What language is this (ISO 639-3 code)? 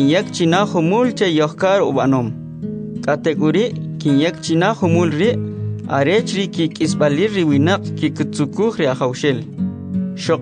quc